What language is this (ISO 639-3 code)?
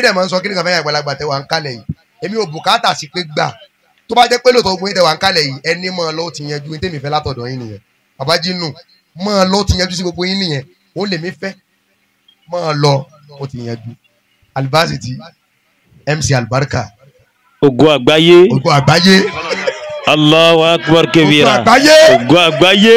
yor